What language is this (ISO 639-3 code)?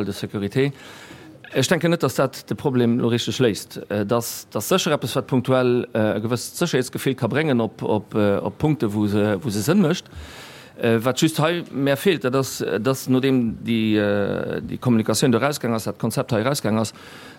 ltz